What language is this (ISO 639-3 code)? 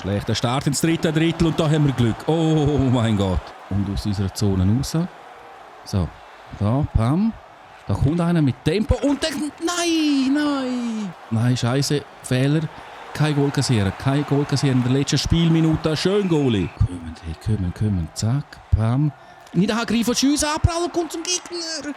gsw